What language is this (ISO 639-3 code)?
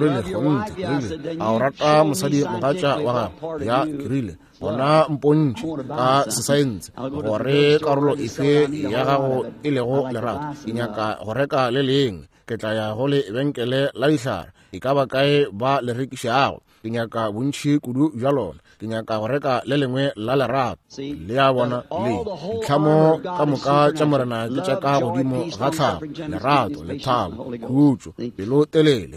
nso